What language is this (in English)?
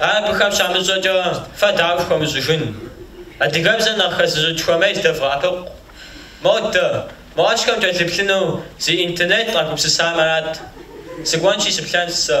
Kabardian